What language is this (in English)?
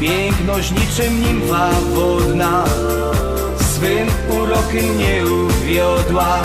Silesian